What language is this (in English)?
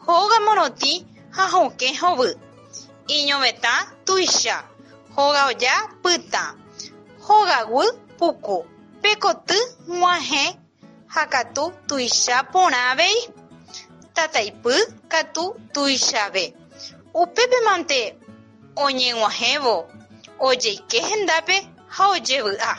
Guarani